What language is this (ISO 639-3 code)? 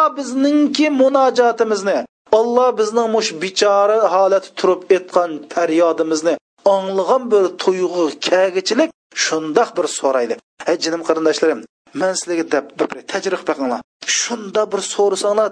uig